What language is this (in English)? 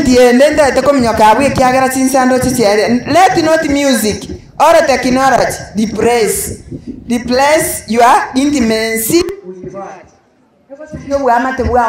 Gusii